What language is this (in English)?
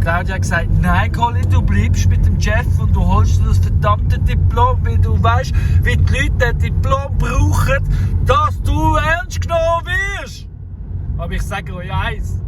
Swiss German